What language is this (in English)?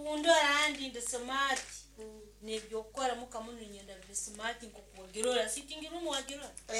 Nyankole